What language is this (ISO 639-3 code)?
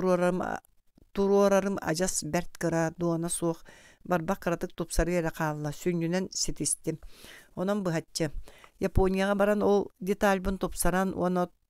sah